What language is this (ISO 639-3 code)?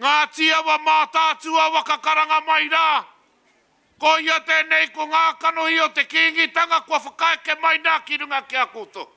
mri